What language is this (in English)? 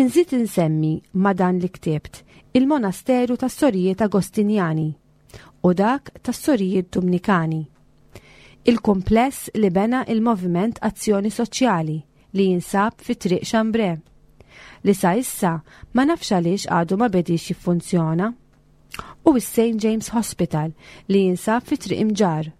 Maltese